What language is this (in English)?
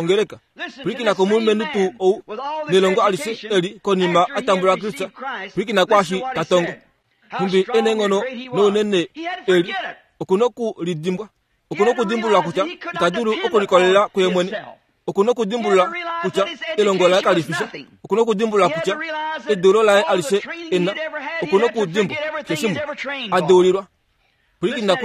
Kuanyama